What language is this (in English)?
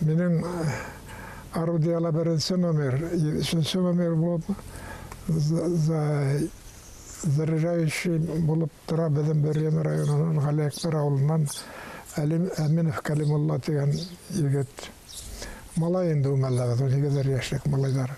Bashkir